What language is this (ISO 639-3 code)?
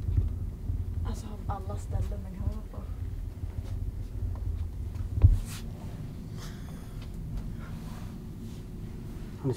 swe